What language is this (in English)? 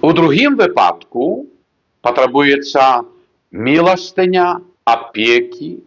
Belarusian